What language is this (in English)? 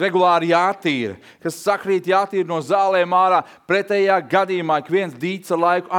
Latvian